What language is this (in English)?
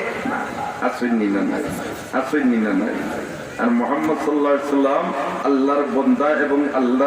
Sylheti